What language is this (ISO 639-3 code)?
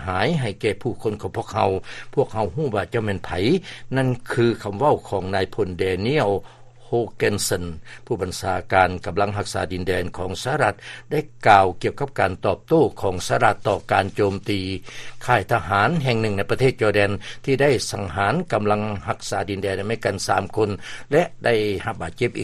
lao